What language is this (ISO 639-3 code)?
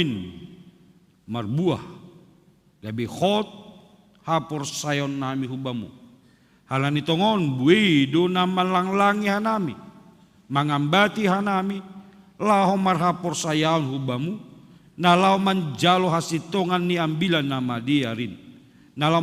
bts